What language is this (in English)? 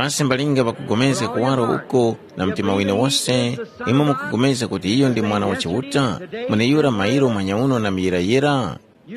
Tumbuka